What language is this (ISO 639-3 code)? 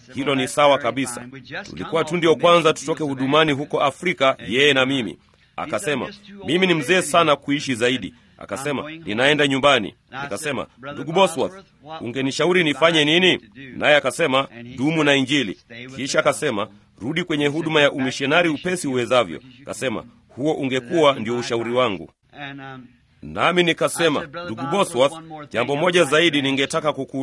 swa